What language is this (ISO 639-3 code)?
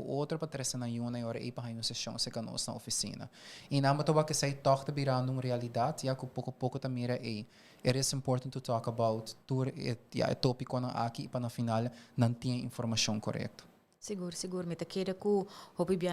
pap